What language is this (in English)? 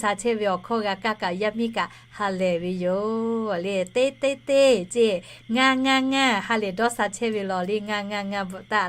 Lahu